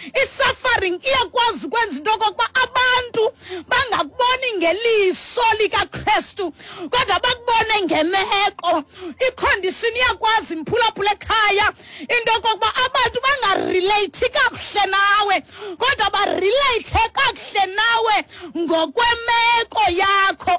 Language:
Xhosa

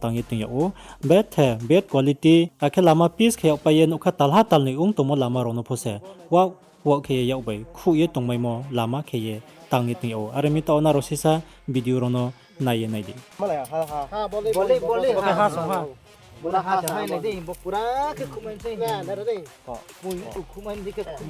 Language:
Riang (India)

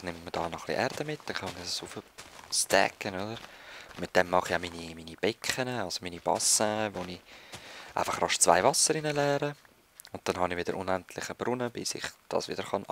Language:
Swiss German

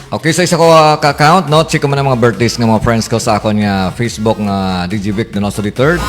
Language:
Hiligaynon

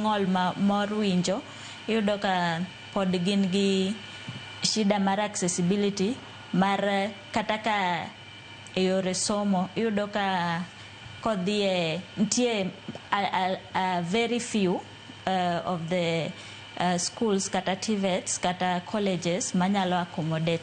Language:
Luo (Kenya and Tanzania)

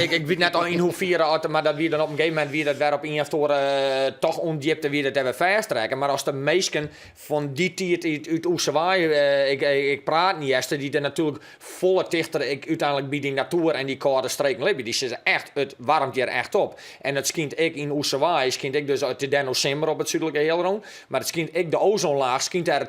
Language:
Western Frisian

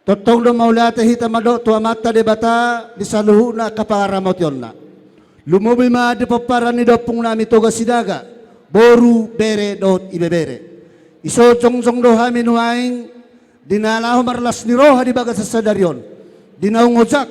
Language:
Batak Toba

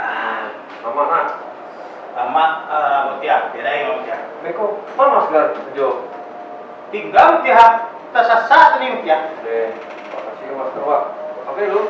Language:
Minangkabau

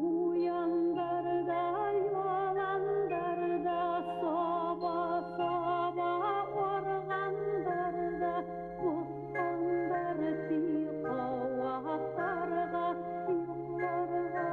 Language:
Bashkir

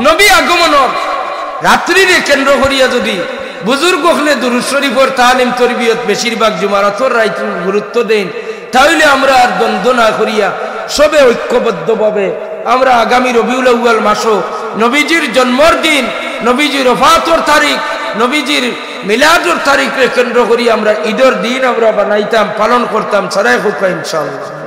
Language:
Sylheti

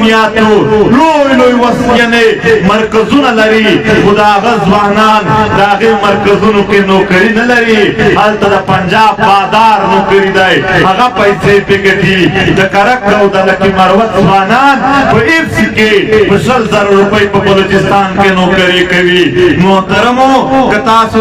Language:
Pashto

